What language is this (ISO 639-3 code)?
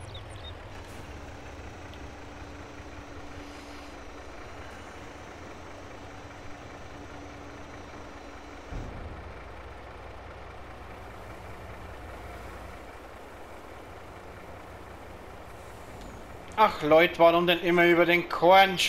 deu